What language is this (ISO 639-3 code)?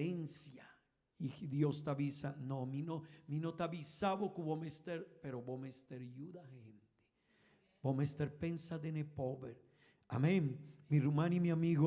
pap